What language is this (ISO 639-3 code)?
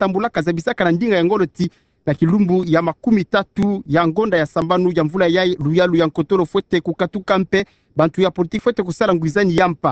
ktu